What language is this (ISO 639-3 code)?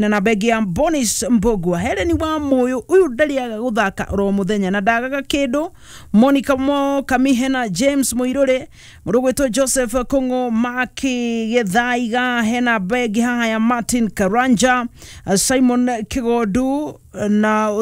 kik